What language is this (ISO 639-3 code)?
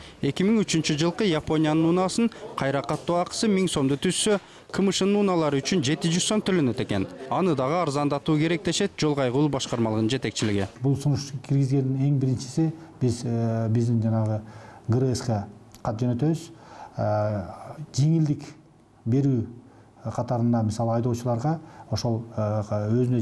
kir